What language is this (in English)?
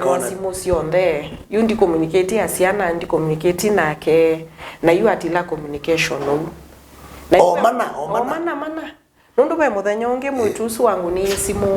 Kamba